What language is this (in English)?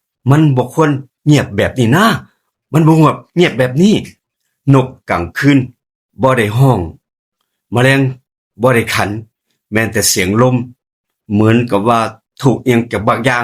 Northeastern Thai